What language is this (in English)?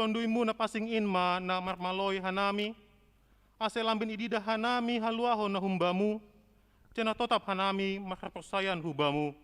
Batak Simalungun